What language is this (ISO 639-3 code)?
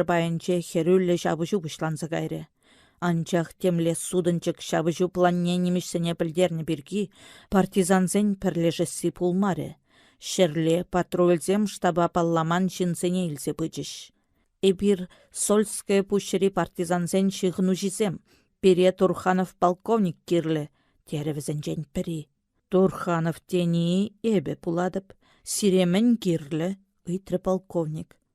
chv